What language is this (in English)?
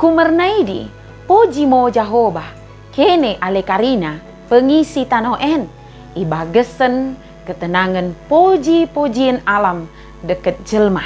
Batak Dairi